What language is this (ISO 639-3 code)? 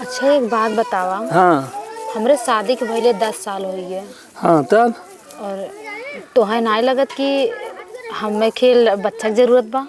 awa